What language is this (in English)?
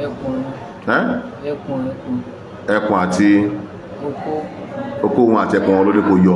Yoruba